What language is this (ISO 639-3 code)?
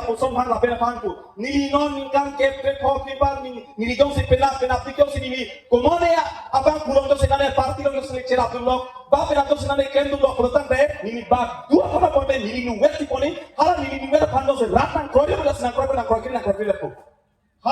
mjw